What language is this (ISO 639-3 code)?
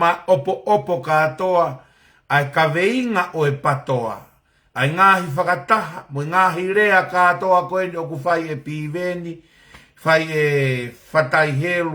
ton